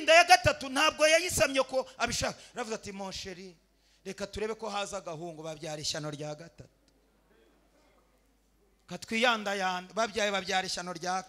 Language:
Kinyarwanda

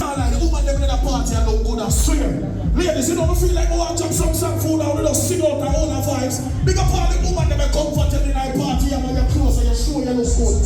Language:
Jamaican Creole English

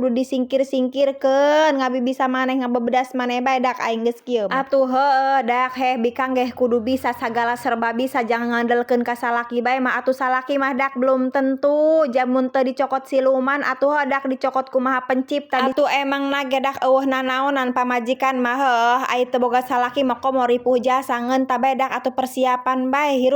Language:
Sundanese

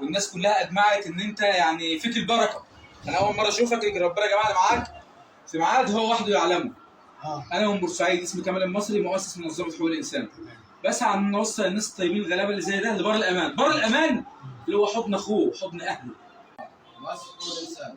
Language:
Egyptian Arabic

